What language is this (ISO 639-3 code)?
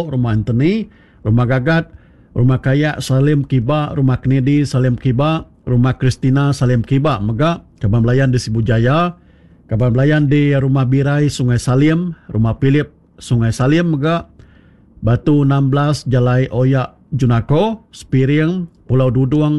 iba